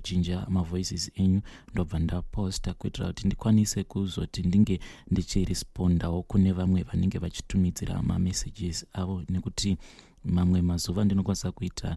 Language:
Shona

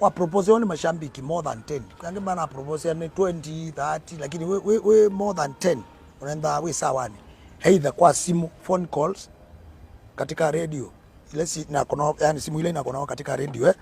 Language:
Kamba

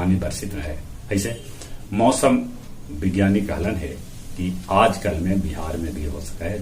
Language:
Magahi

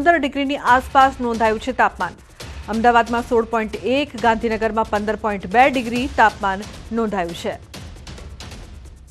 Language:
Gujarati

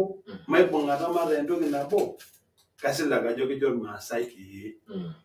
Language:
Masai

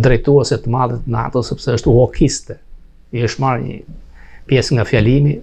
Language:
Albanian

